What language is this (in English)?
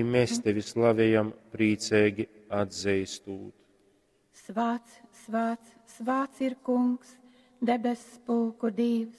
Latgalian